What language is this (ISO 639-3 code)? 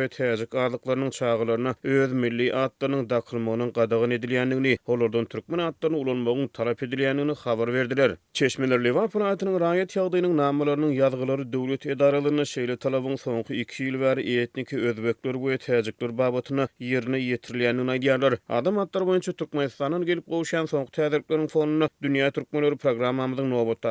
tuk